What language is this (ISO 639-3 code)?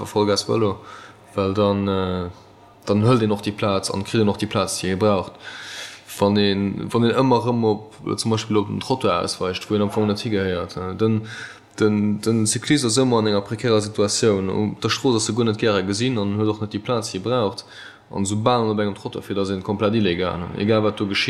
ltz